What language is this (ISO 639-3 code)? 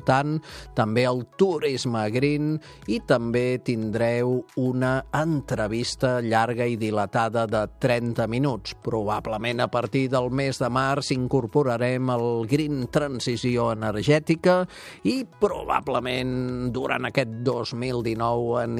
cat